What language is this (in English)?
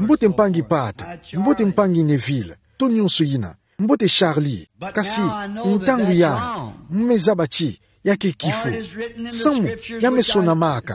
Kituba (Democratic Republic of Congo)